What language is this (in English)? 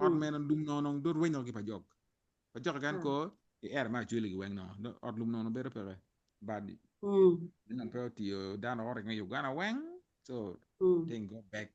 Acoli